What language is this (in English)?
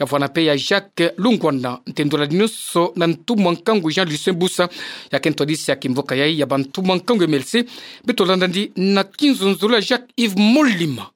Kituba (Democratic Republic of Congo)